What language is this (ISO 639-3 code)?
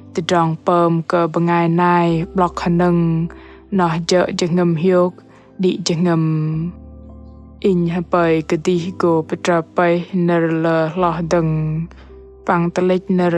bdq